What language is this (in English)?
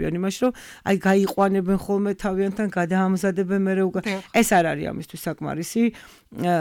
Georgian